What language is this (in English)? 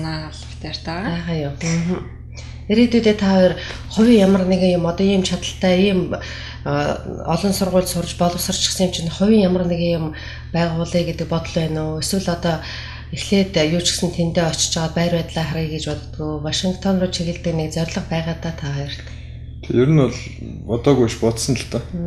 Mongolian